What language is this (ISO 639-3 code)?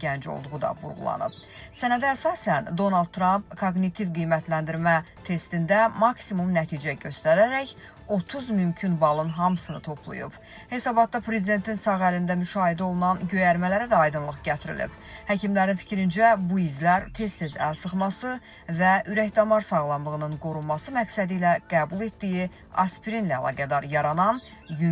aze